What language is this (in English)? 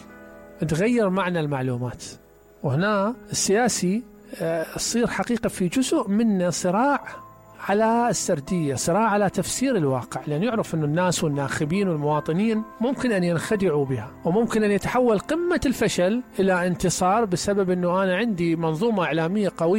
Mesopotamian Arabic